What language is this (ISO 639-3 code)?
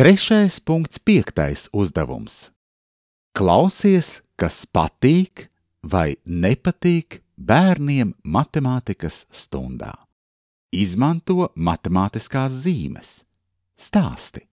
lav